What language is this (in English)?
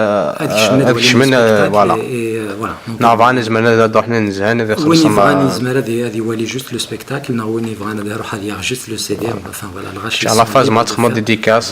Kabyle